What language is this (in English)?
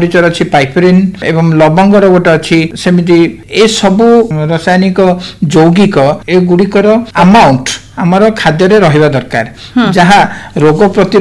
Odia